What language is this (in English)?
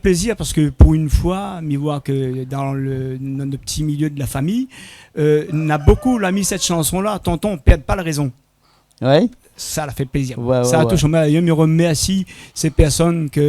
Réunion Creole French